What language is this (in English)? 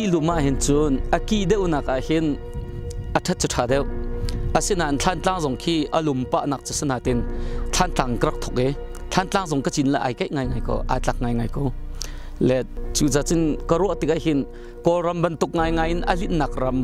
Hakha Chin